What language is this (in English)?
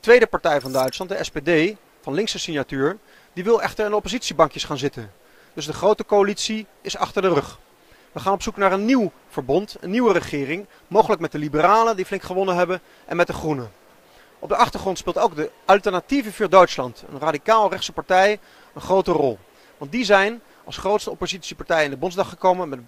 Dutch